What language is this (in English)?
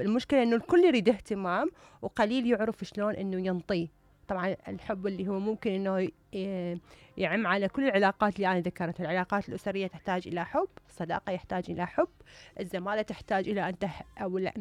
Mesopotamian Arabic